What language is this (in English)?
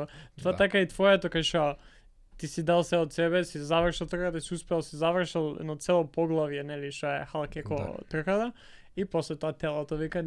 Macedonian